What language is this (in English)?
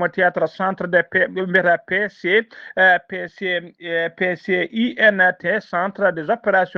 Fula